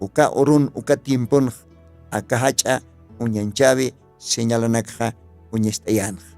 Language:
Aymara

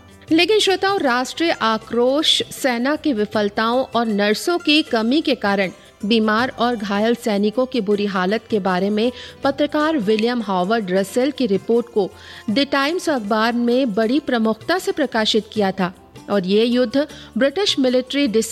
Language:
Hindi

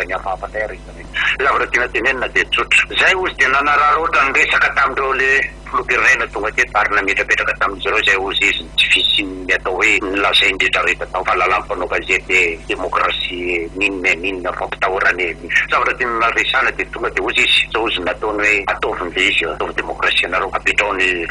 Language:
Malagasy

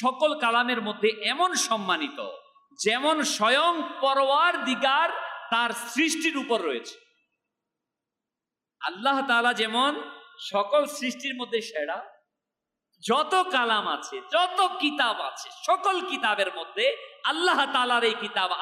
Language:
Bangla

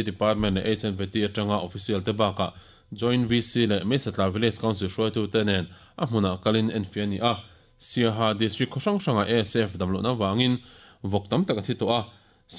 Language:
Mizo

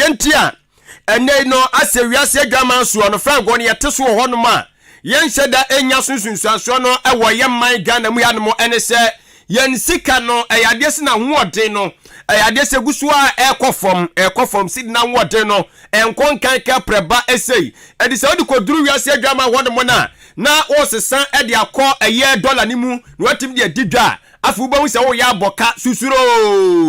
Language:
Akan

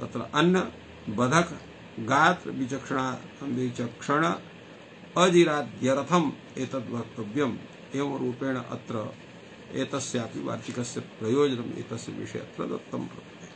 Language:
Sanskrit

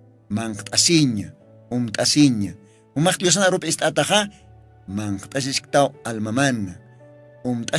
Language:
Aymara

